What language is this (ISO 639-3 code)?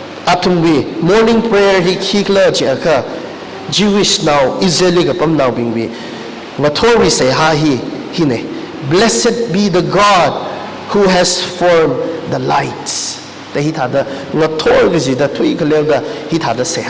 nmf